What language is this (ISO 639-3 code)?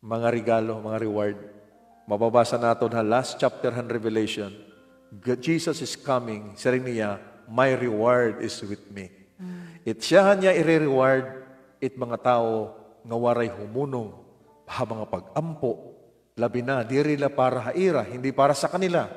war